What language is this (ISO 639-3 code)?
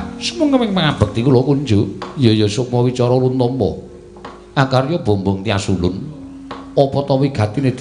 jav